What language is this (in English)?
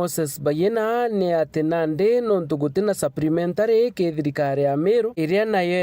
Meru